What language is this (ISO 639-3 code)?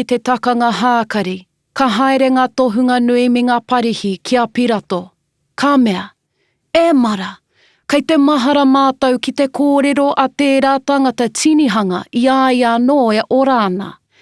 mri